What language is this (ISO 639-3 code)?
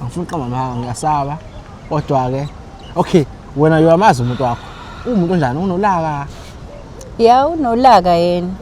zul